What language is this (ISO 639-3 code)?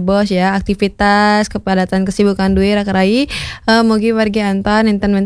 ban